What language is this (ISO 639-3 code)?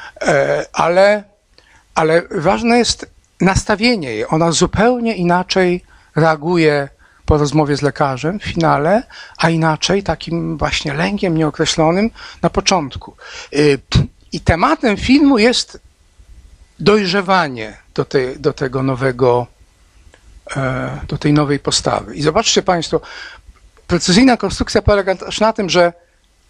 pol